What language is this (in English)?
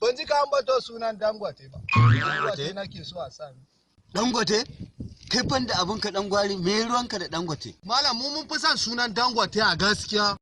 Hausa